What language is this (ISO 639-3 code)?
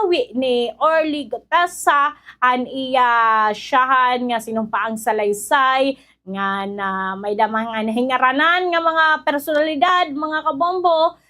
war